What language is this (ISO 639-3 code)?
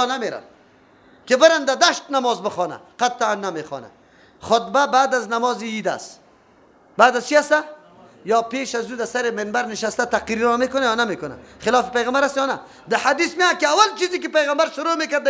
fas